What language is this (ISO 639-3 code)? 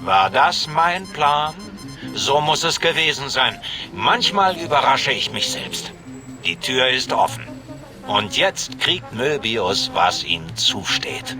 bar